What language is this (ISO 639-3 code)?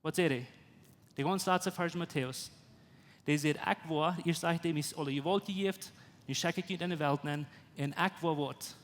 pdt